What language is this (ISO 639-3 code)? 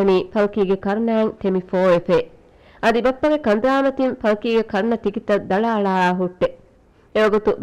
div